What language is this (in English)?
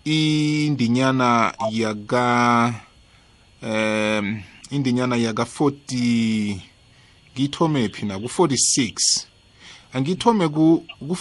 South Ndebele